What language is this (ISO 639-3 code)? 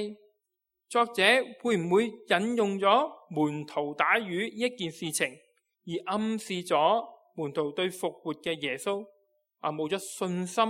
yue